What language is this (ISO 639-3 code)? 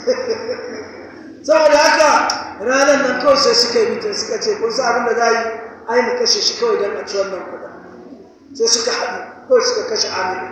hau